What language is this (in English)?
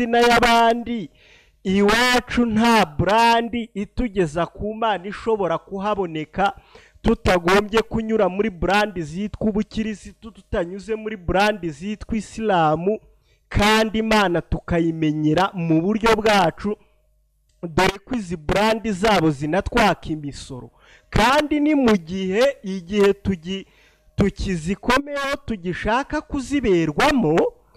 Kinyarwanda